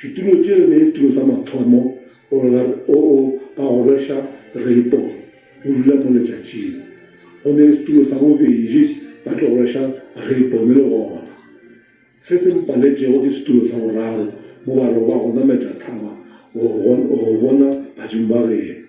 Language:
Northern Sotho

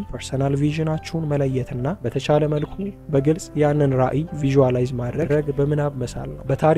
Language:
Amharic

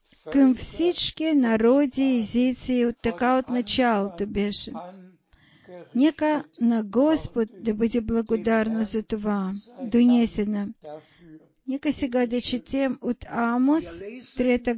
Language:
Bulgarian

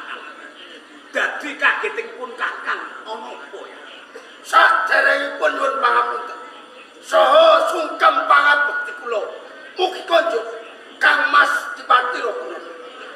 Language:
Javanese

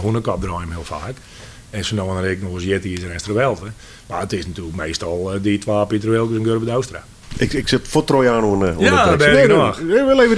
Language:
Western Frisian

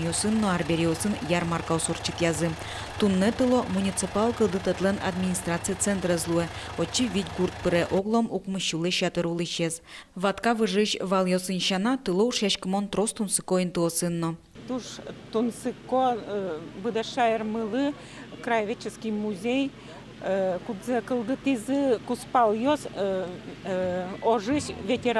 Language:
Udmurt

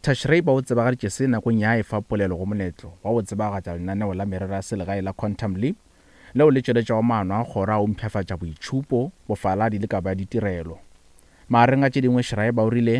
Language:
Northern Sotho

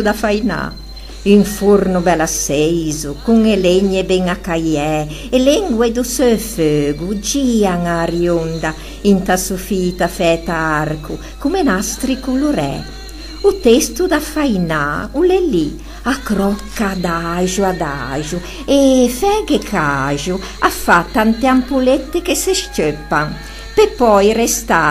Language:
Ligurian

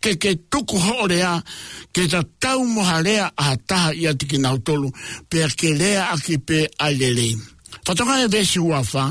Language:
Tongan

